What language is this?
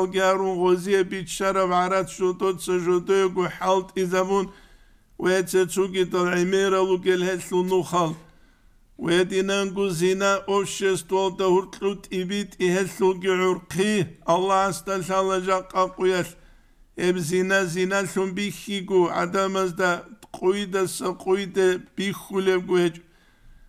Avaric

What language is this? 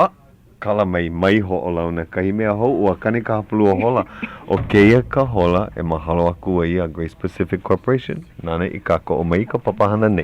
Hawaiian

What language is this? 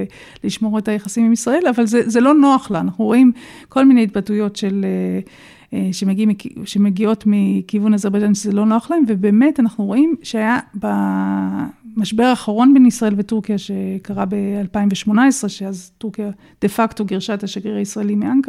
Hebrew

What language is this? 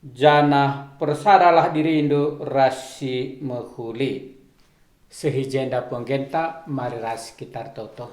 Batak Karo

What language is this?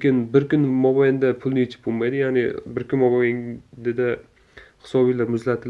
Uzbek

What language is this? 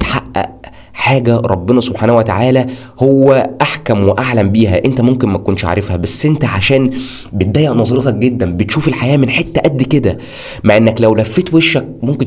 Egyptian Arabic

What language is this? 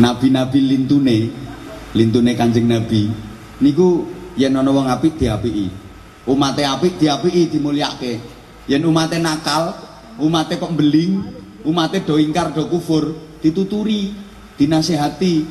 Javanese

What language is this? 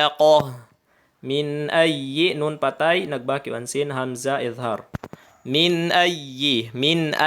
Tausug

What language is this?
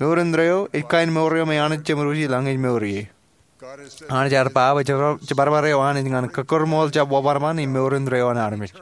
Marshallese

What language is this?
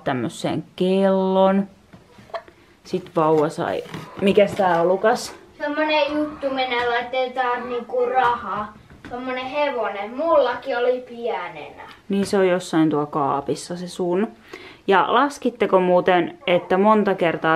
Finnish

